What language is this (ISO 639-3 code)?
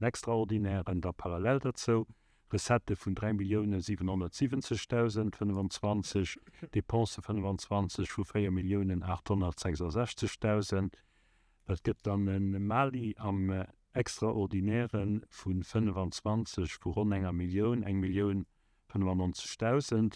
ltz